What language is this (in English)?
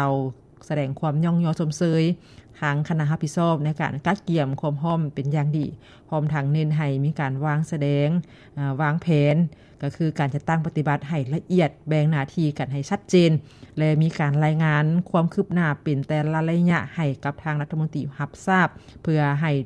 Lao